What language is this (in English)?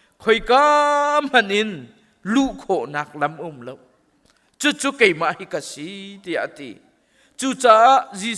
Hakha Chin